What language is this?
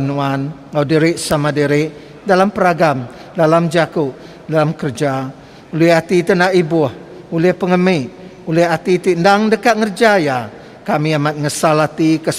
Iban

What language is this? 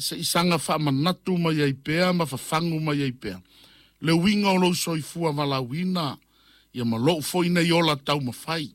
Samoan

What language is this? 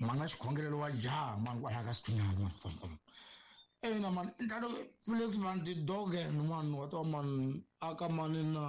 Tsonga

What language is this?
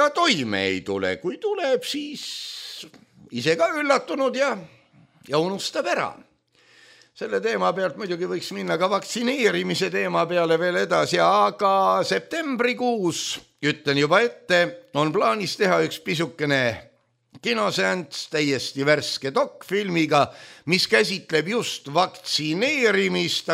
Estonian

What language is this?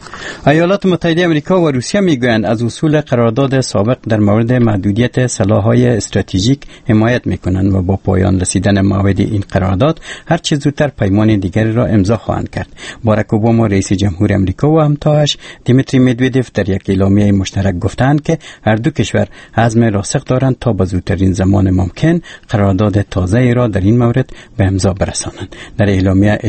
Persian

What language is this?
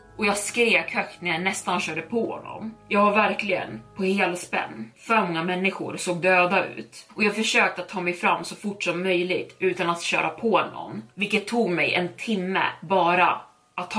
Swedish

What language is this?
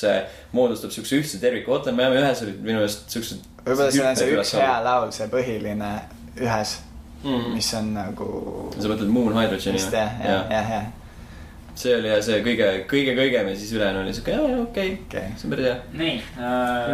Estonian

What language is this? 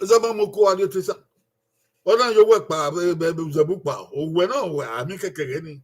Bini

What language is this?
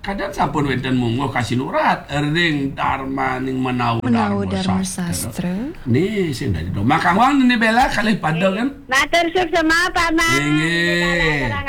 Balinese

